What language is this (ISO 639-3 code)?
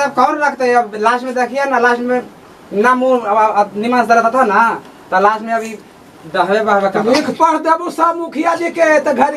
mag